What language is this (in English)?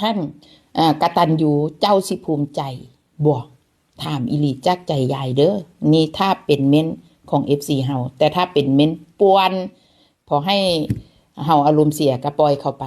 Northeastern Thai